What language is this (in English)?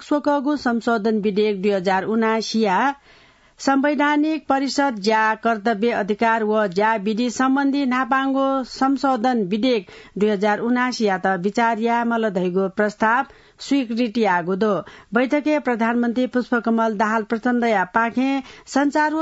Newari